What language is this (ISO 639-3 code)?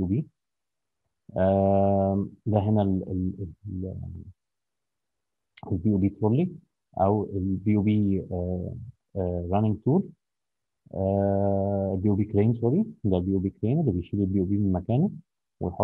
arz